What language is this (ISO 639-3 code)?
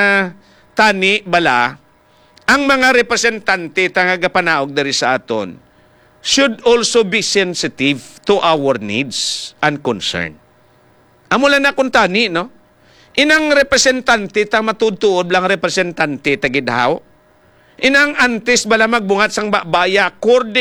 hil